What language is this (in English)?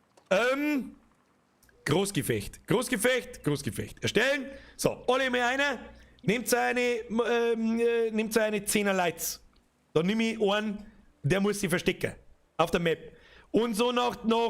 Bavarian